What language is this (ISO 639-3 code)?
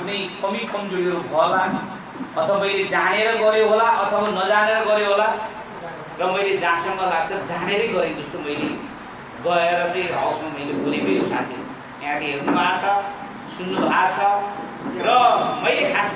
nep